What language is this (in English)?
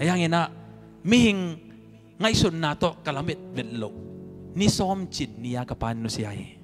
Tedim Chin